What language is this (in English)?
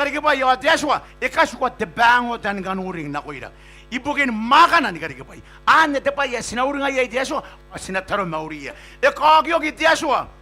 Gilbertese